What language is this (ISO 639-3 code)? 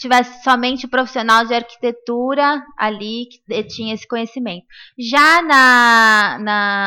por